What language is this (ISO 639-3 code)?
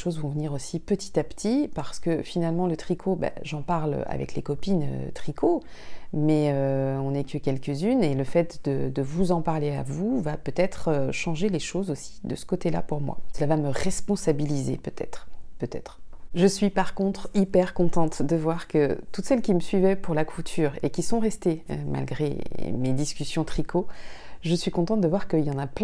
fra